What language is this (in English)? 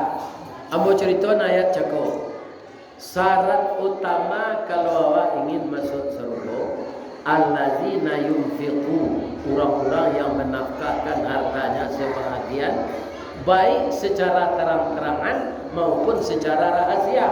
Minangkabau